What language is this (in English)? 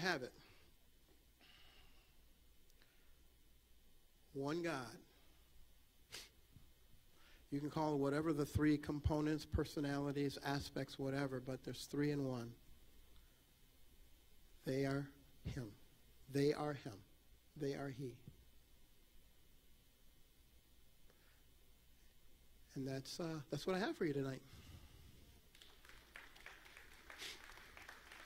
English